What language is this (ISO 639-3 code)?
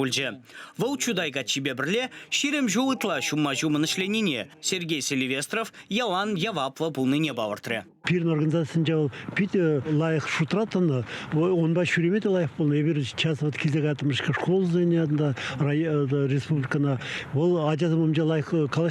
chv